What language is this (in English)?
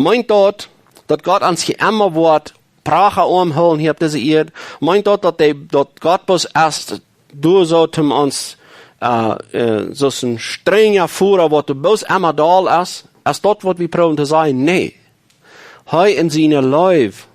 Plautdietsch